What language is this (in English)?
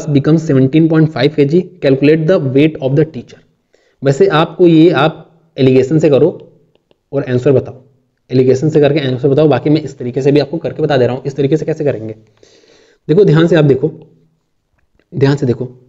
Hindi